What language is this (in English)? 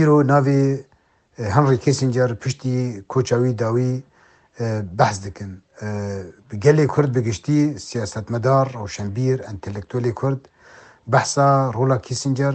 Kurdish